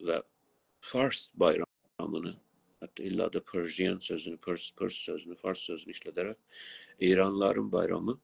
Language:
South Azerbaijani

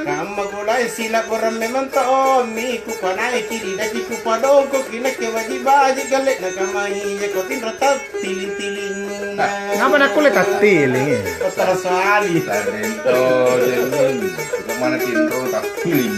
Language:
Makasar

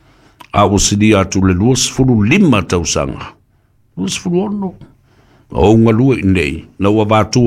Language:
Samoan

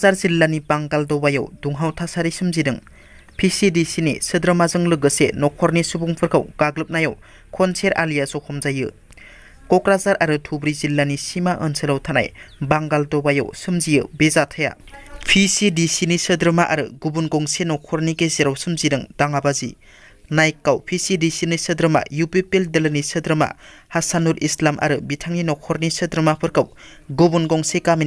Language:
Bodo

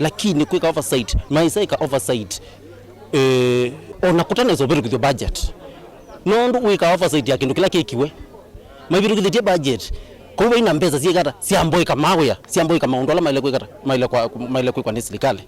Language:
Kamba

